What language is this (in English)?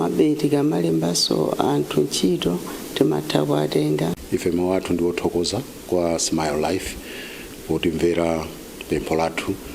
Nyanja